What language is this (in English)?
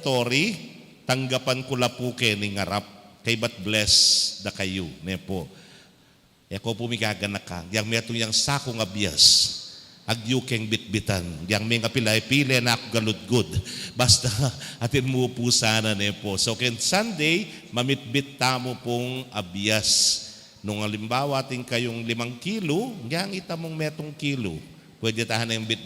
Pampanga